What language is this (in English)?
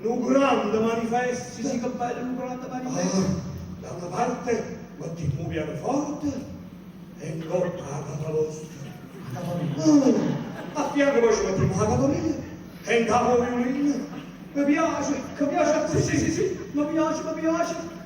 Neapolitan